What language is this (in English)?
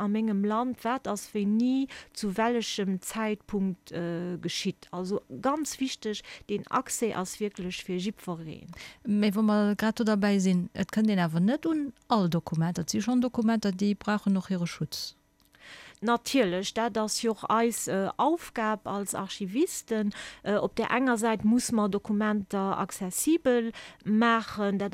Luxembourgish